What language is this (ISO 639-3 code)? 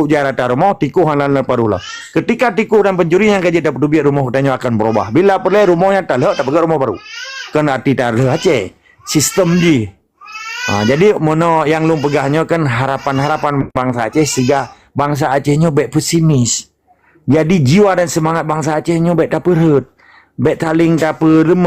ace